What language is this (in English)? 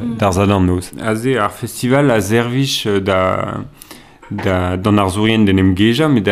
Breton